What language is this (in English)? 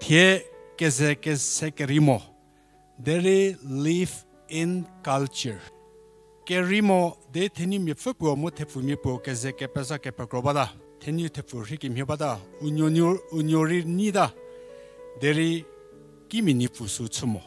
Angami Naga